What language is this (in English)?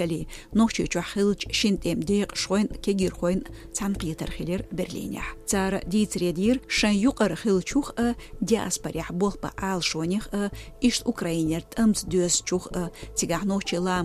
Chechen